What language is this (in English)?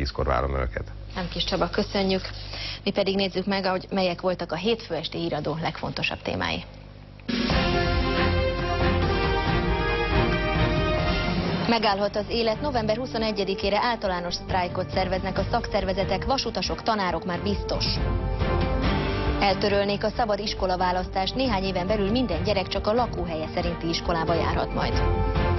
Hungarian